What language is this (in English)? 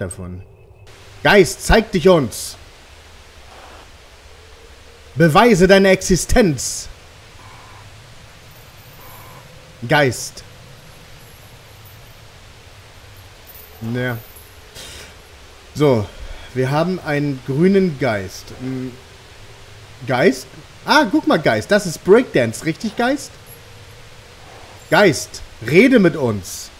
German